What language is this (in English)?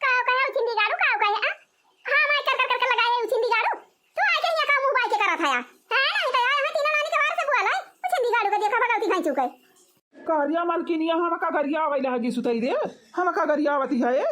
Awadhi